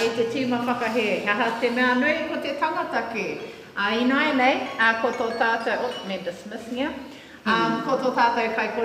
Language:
Māori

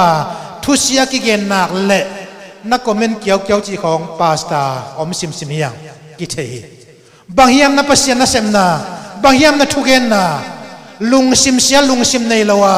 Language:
Tedim Chin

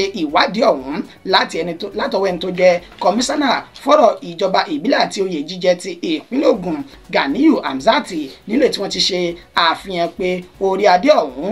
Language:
Yoruba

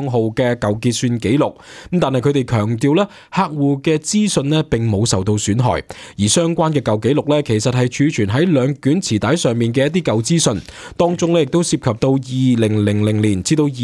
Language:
Cantonese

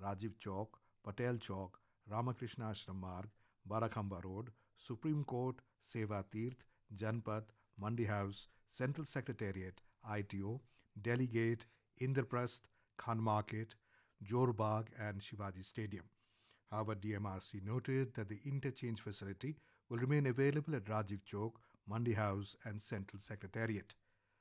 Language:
English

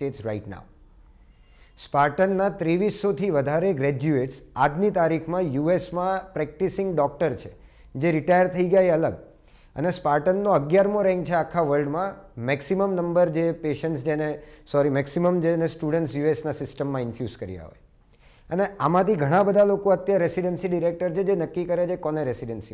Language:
Gujarati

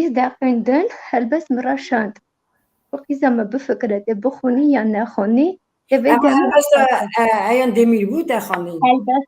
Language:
Kurdish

